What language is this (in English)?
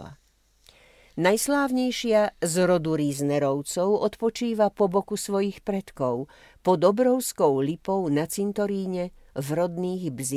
Slovak